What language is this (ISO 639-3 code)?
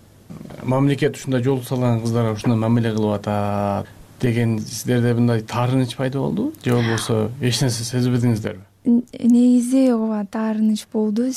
kir